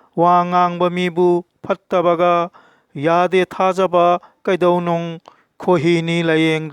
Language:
Manipuri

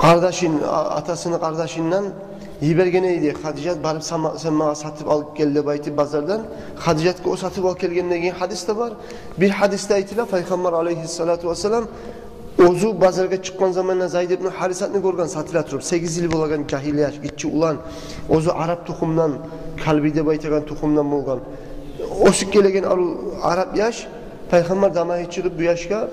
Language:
Kumyk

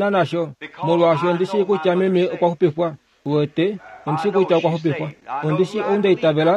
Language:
Kuanyama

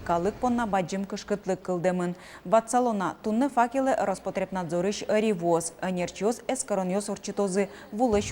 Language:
Udmurt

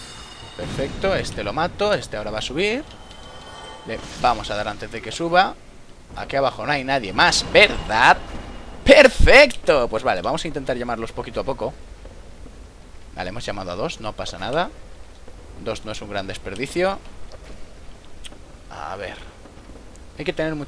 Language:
Spanish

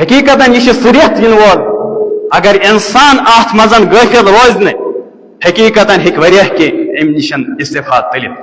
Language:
Kashmiri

